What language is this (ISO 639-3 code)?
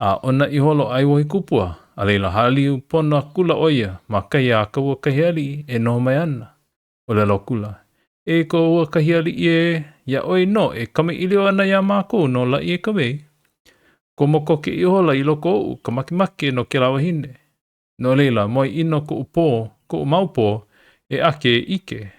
haw